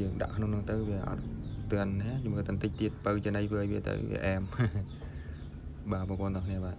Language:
Khmer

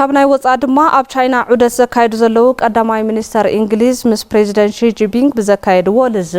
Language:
Tigrinya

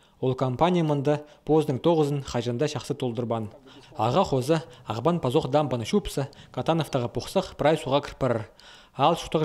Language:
Khakas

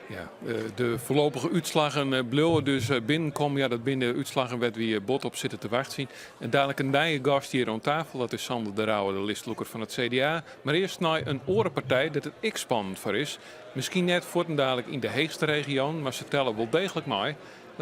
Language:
Western Frisian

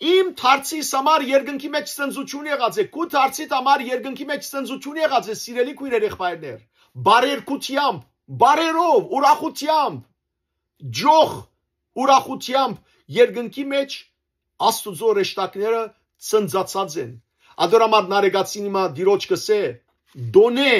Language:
Western Armenian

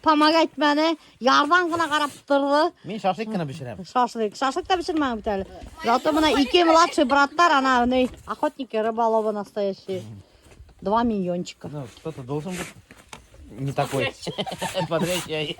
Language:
Bashkir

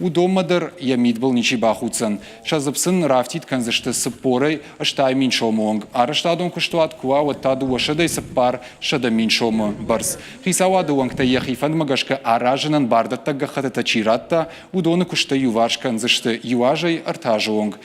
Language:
Ossetic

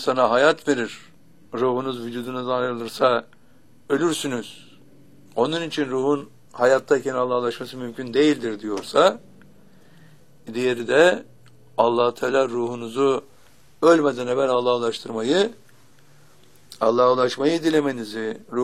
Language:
Turkish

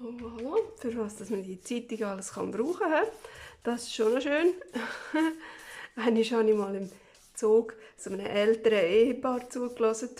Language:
Swiss German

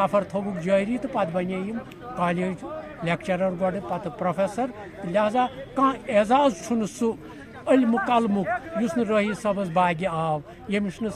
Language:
Kashmiri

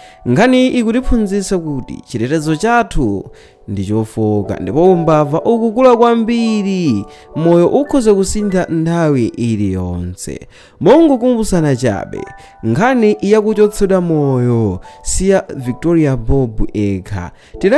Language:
Nyanja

